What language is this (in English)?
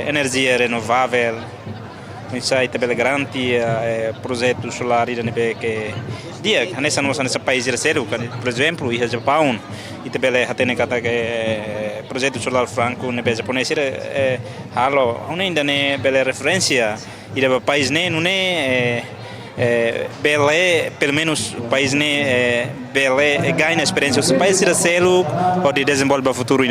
Tetum